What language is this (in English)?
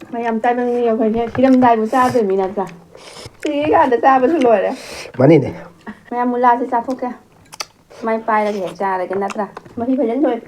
Manipuri